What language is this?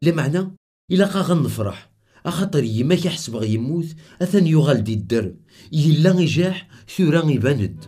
Kabyle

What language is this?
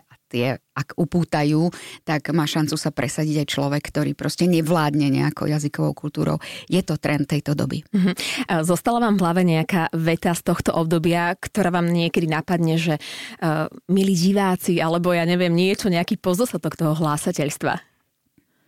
Slovak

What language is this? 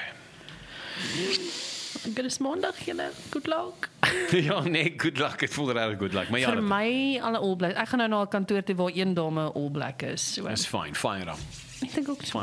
Afrikaans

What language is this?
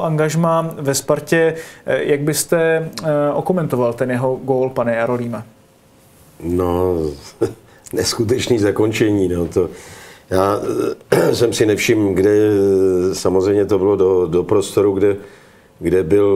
Czech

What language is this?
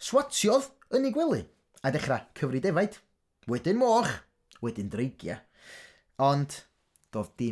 Welsh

